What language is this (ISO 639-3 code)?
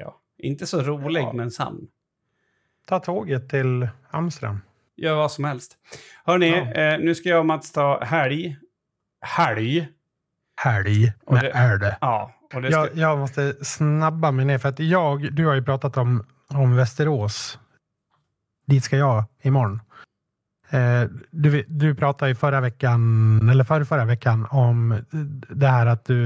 swe